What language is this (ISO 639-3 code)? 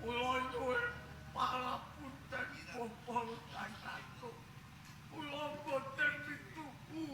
jav